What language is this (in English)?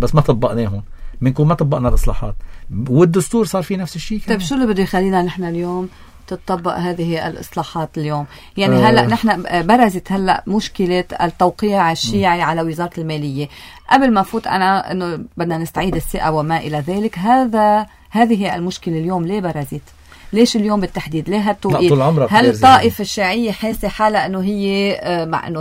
North Levantine Arabic